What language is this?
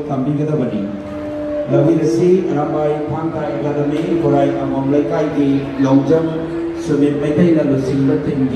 Manipuri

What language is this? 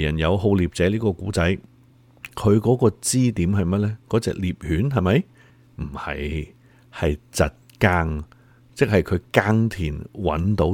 Cantonese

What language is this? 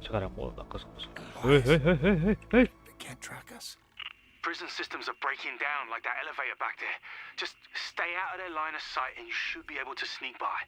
Kara-Kalpak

